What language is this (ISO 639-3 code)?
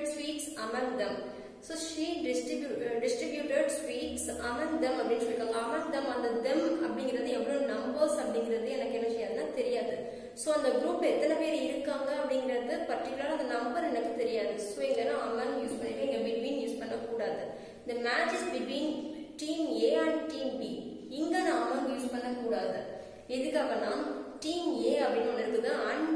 tam